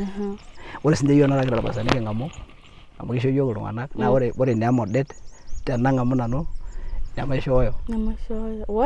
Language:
Masai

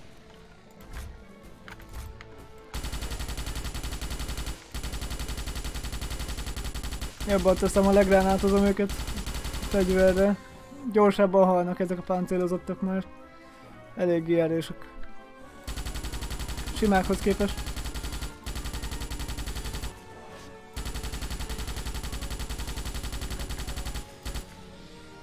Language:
Hungarian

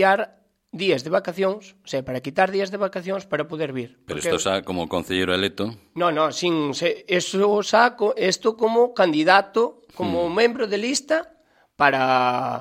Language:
Galician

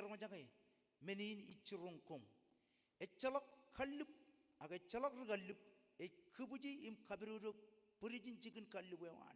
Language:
Marshallese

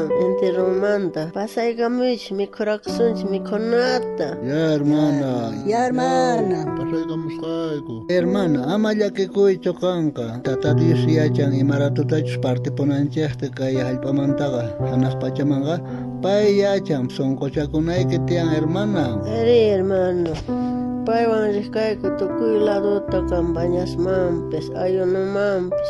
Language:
South Bolivian Quechua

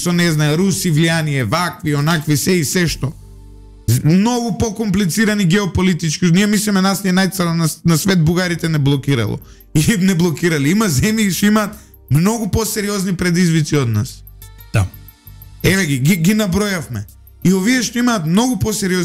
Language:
Macedonian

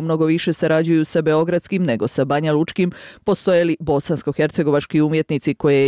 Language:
Bosnian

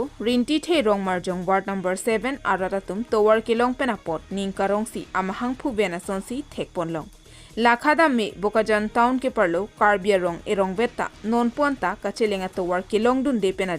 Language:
Karbi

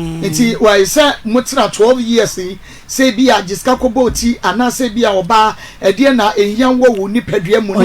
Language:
Akan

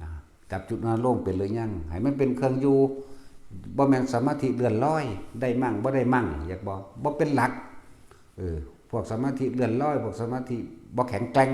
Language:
Northeastern Thai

